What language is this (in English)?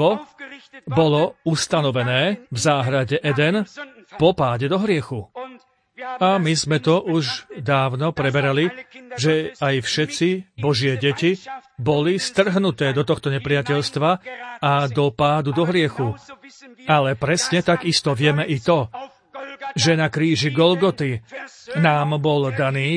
Slovak